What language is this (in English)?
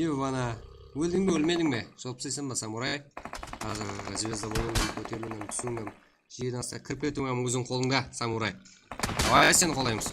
Kara-Kalpak